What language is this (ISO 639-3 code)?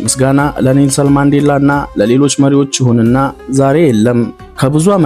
amh